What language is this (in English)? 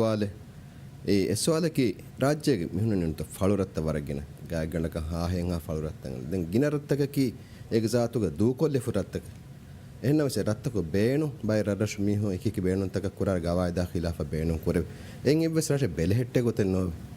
Divehi